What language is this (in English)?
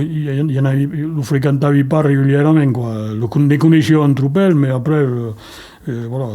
Occitan